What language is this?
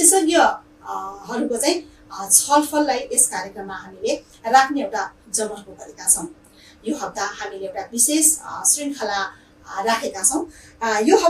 Nepali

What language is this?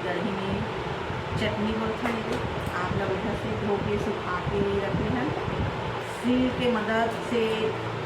Chhattisgarhi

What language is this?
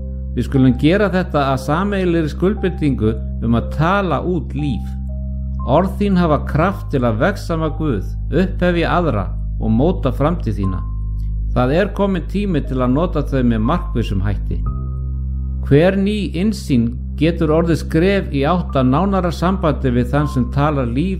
Icelandic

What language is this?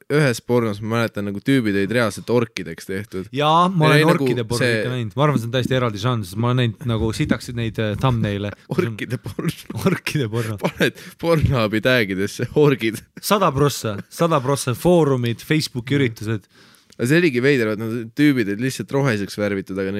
Estonian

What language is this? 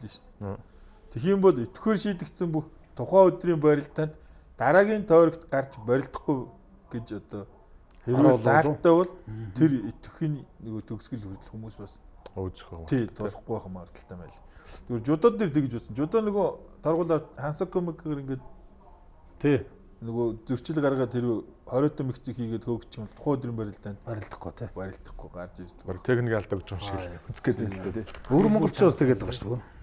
Mongolian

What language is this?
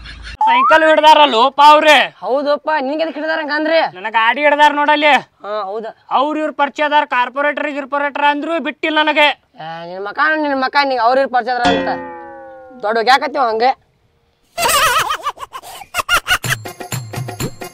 Kannada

